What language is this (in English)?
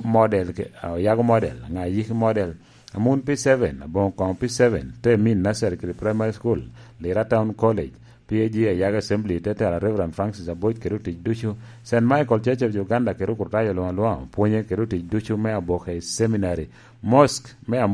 Lango (Uganda)